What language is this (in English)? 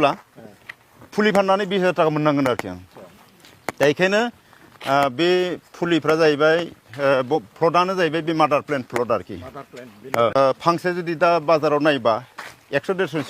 Bodo